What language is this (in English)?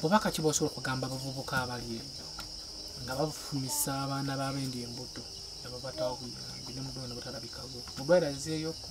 Ganda